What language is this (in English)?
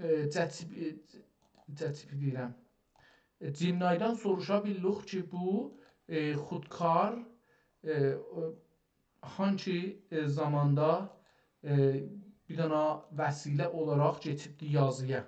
South Azerbaijani